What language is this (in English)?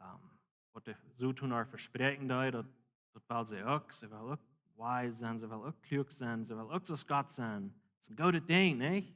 Plautdietsch